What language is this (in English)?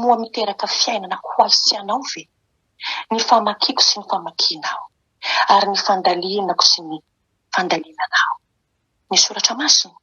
Malagasy